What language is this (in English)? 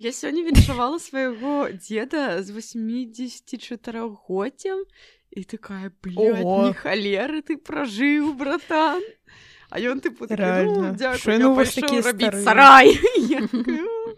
Belarusian